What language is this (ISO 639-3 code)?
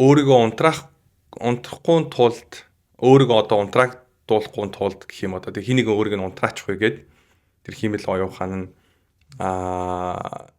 mon